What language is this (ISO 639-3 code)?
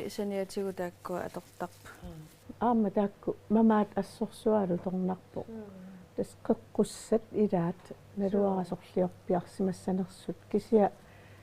kal